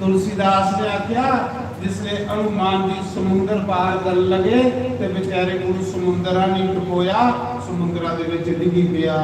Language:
Dogri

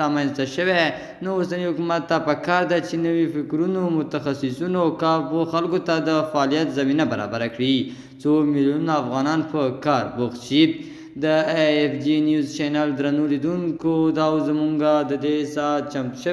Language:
Pashto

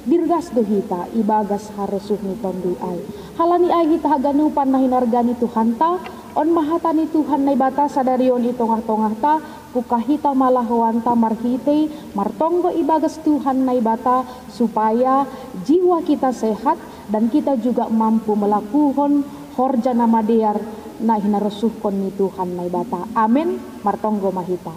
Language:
Batak Simalungun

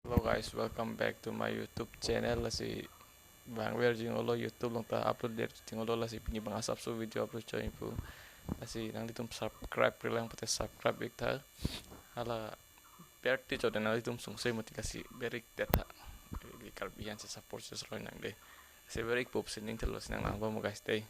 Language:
Karbi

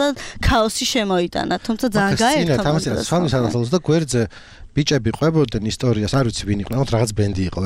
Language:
Georgian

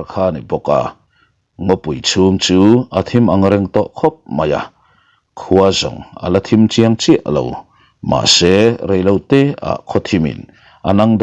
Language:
Mizo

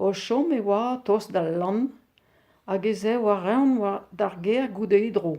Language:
Breton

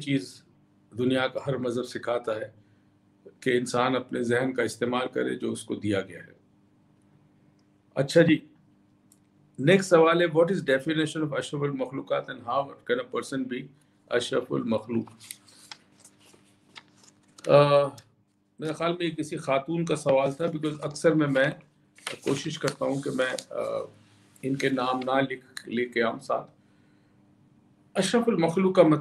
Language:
Urdu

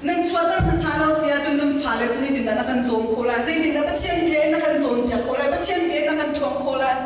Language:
Hakha Chin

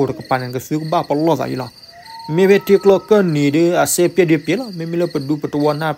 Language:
S'gaw Karen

